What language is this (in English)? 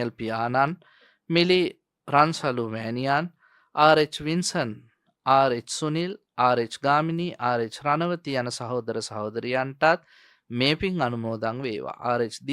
Sinhala